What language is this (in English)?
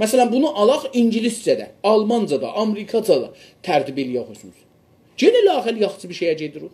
South Azerbaijani